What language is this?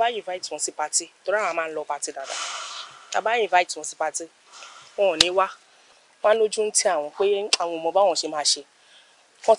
Yoruba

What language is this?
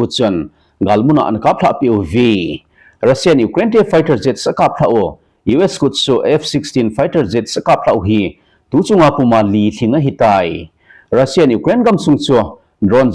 Thado Chin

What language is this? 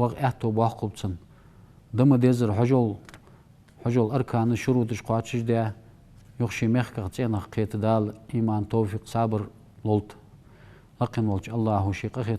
Ingush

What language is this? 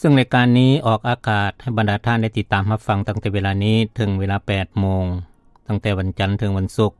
Lao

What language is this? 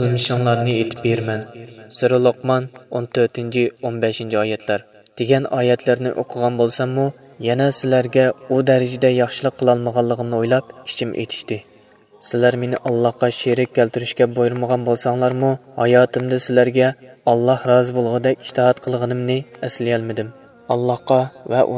Uyghur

